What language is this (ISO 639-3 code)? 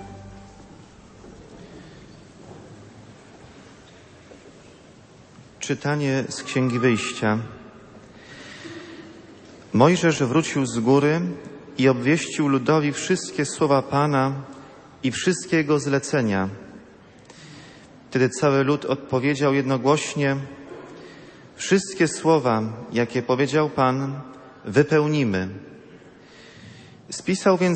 pol